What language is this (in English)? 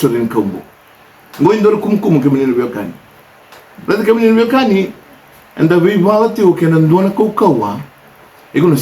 Fijian